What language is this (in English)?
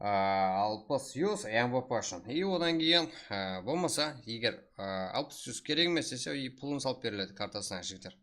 Kara-Kalpak